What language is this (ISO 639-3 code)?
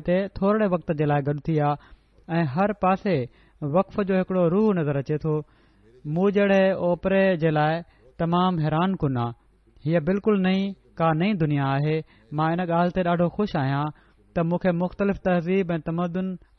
snd